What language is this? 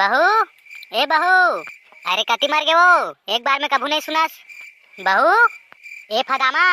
Chhattisgarhi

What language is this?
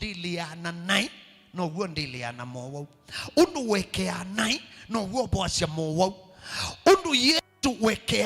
Kamba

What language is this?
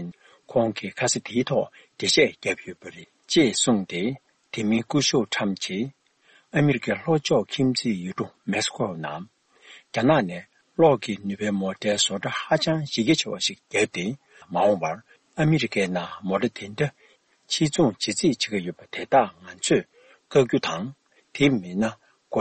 Tibetan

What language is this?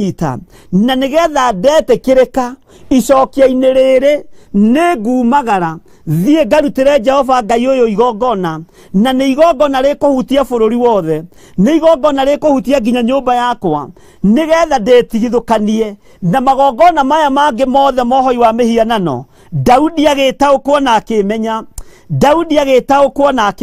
Kikuyu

